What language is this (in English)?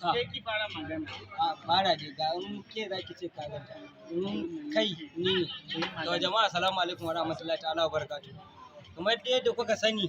Hausa